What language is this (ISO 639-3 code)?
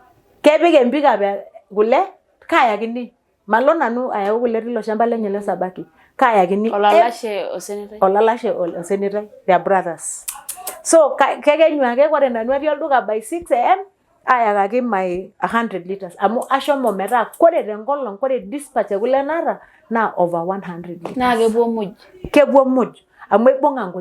mas